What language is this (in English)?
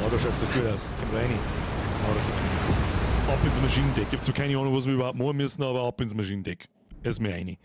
Bavarian